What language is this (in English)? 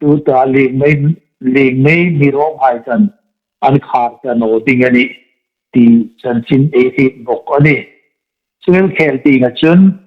Hmar